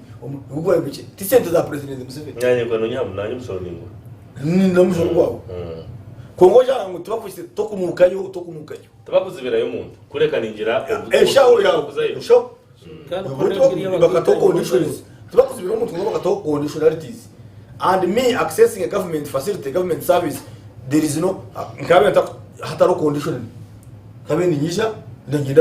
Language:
Nyankole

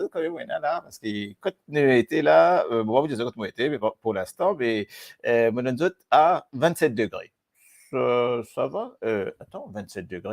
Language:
Morisyen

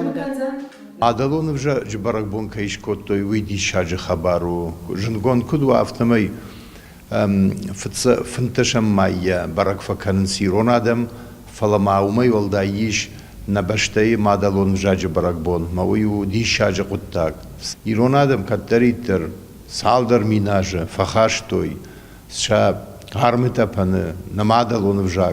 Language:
Ossetic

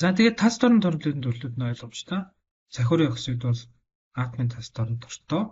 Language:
Mongolian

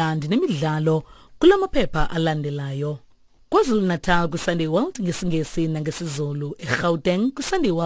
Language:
Xhosa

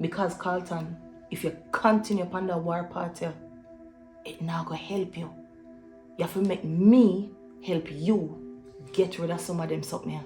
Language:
Jamaican Creole English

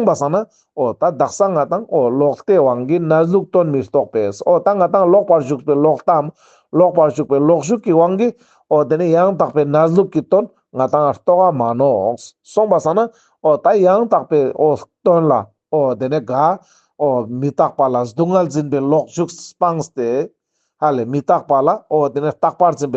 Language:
Ladakhi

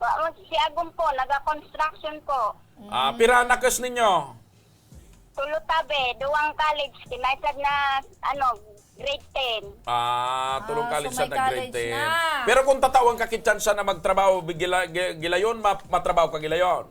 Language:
Bikol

